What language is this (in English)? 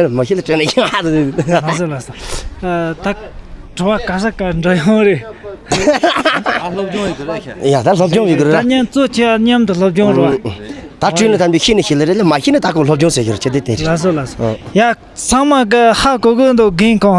Tibetan